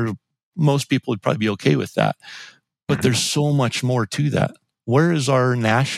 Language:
English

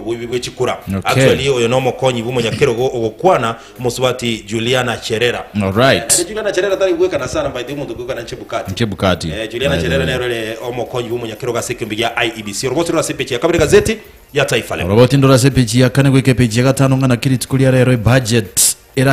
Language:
Gusii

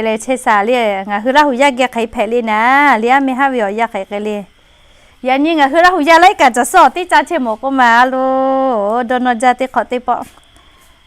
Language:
Lahu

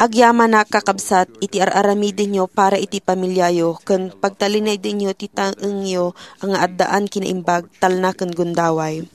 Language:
Iloko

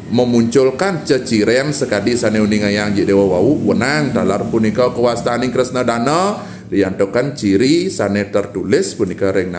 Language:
Balinese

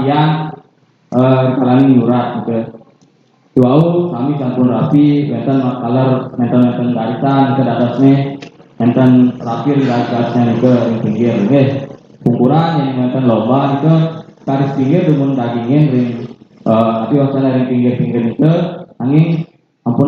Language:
Balinese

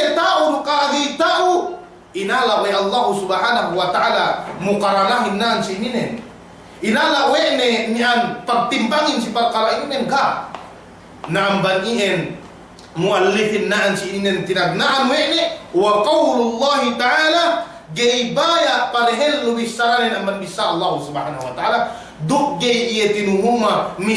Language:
Yakan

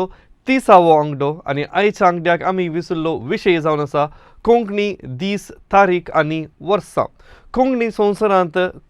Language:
Konkani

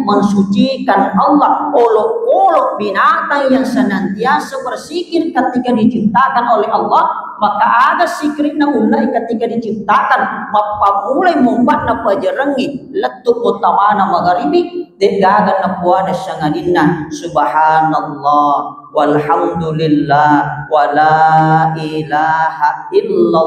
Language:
Buginese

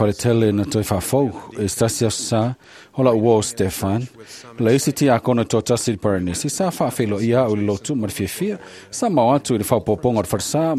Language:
Samoan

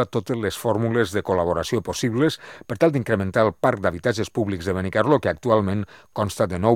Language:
Catalan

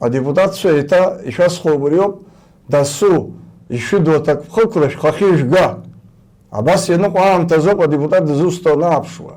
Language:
Abkhazian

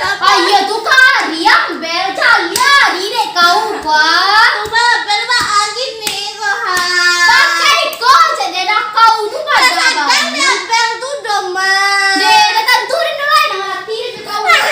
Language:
Minangkabau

